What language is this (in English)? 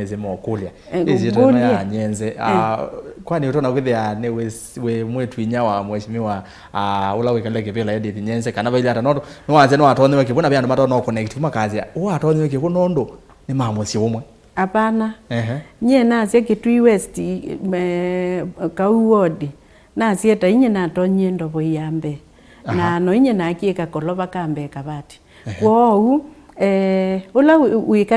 Kamba